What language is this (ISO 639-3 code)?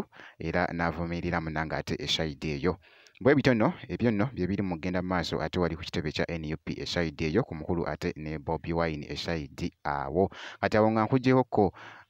lug